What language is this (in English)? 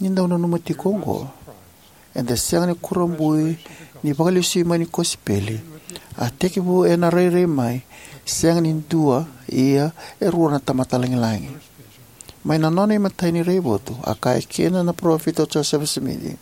Fijian